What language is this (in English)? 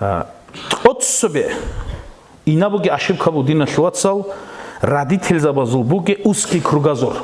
Avaric